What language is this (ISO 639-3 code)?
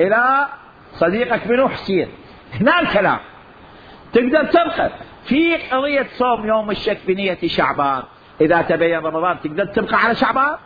acm